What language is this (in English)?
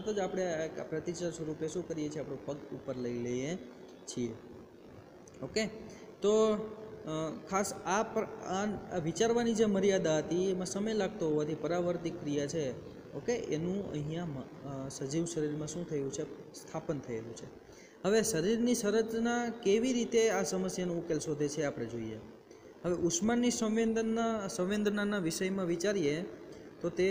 Gujarati